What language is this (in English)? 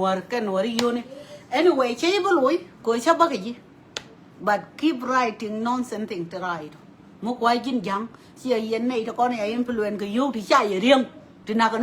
Nuer